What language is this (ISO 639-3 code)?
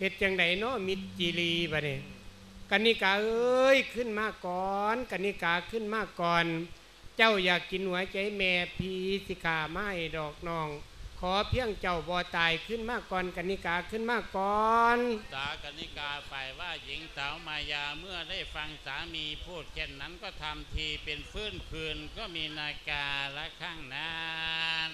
lao